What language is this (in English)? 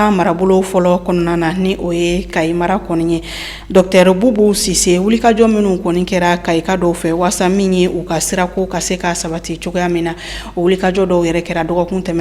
Bambara